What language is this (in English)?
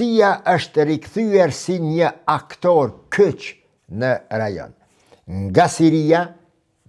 Albanian